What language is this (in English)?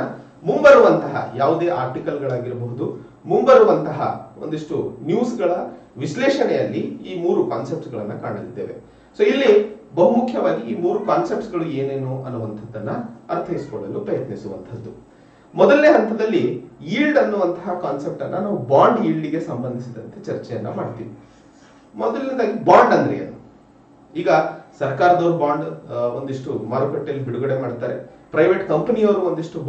Kannada